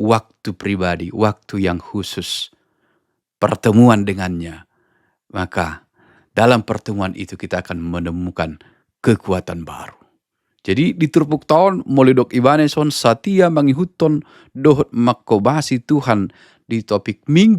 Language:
Batak Toba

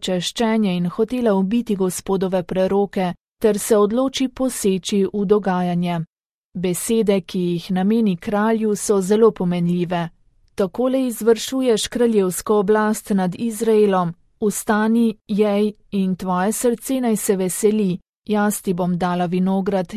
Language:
Slovenian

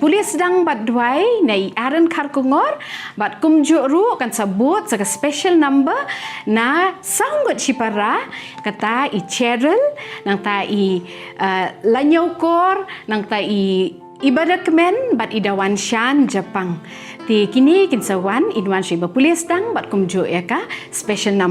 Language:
Khasi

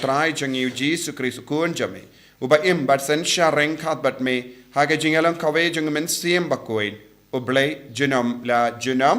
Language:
Khasi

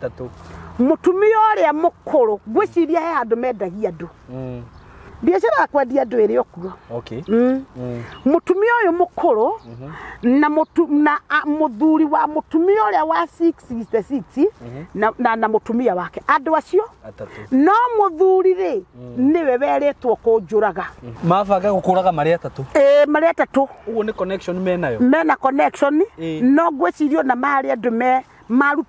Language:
Kikuyu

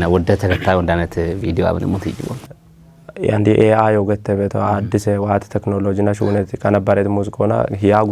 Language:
Kafa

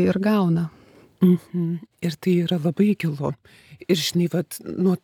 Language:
Lithuanian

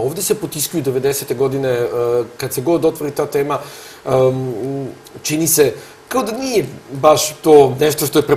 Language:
Serbian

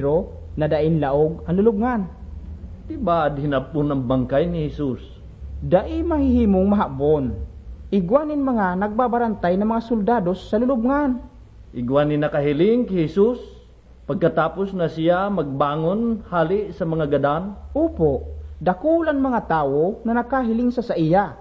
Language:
Bikol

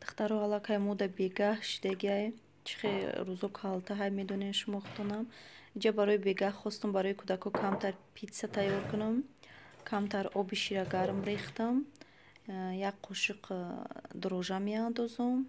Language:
Tajik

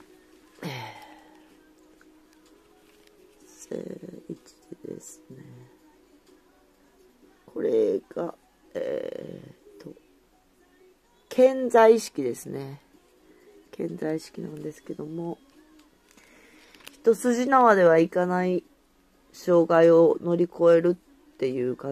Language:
Japanese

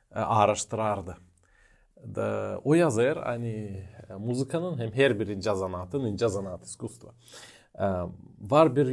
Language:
Gagauz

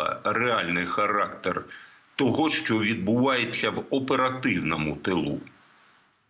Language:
Ukrainian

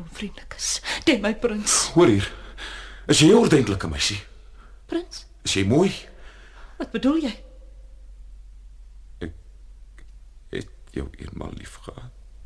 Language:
Afrikaans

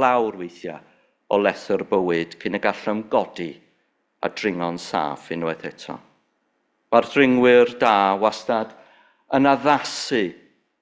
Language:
Welsh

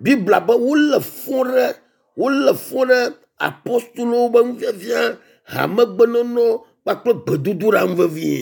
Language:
Ewe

